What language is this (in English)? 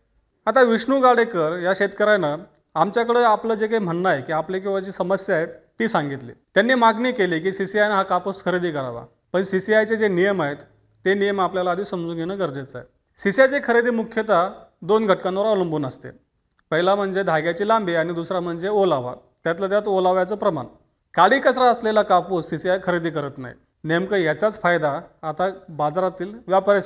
Marathi